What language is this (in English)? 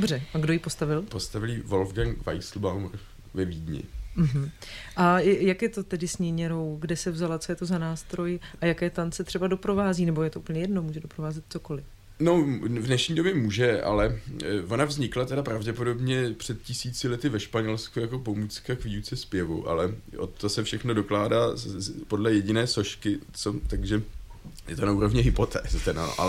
Czech